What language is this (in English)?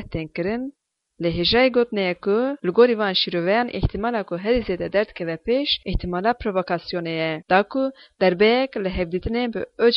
Kurdish